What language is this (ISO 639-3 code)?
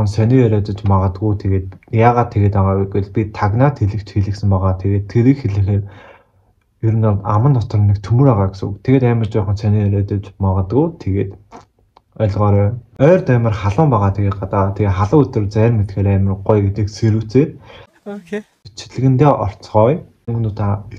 mon